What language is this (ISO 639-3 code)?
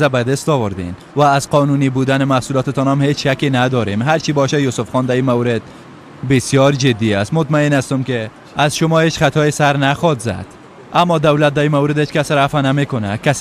fas